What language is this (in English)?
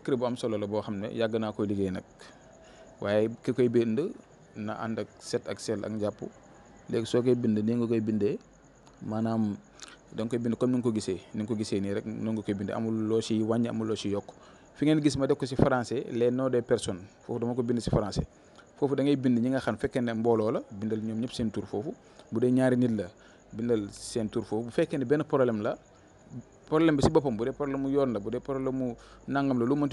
Wolof